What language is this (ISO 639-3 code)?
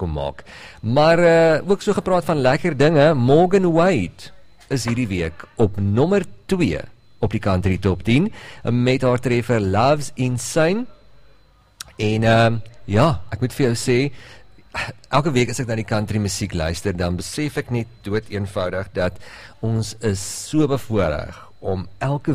afr